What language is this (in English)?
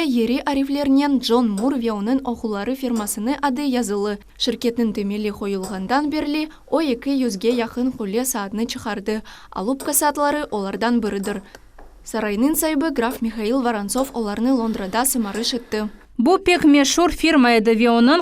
Crimean Tatar